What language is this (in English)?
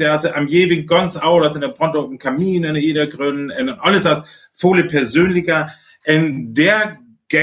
Northern Frisian